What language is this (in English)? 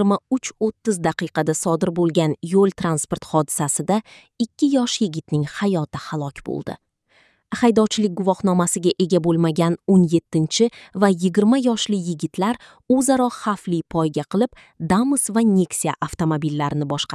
Uzbek